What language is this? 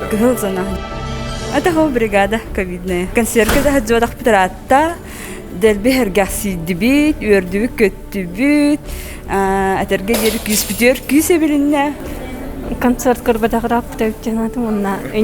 Yakut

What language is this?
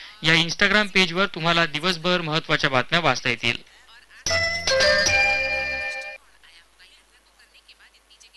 Marathi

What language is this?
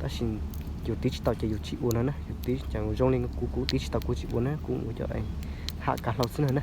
Hmong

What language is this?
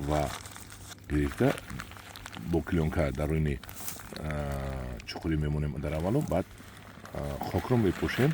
Tajik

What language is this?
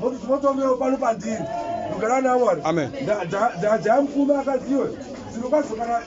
Shona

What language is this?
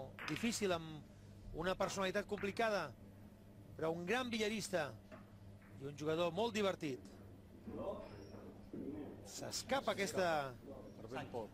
Catalan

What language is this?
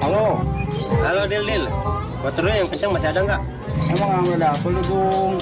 Betawi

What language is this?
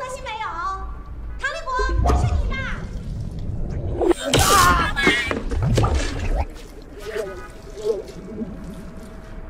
Chinese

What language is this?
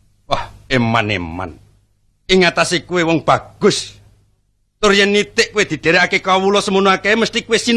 Javanese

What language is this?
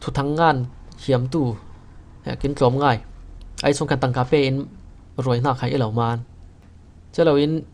Falam Chin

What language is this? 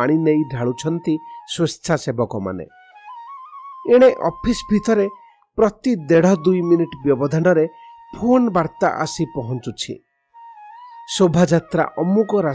Odia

